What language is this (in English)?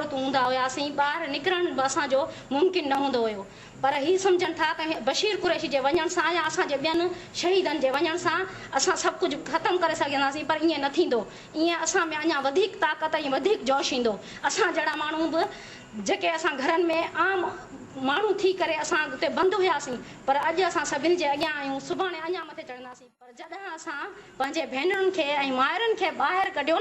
Sindhi